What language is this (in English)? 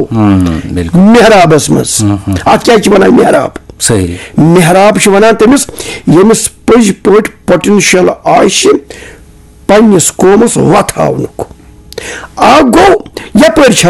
Kashmiri